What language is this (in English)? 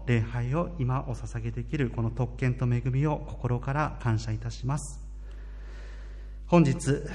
Japanese